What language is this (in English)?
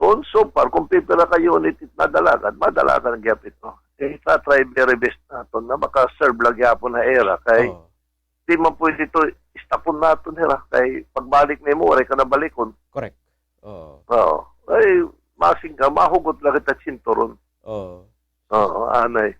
Waray